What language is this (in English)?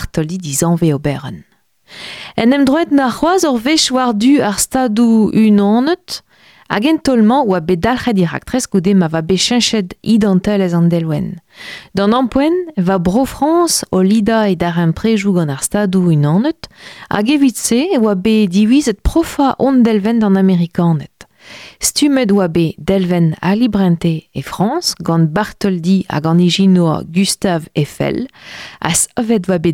Breton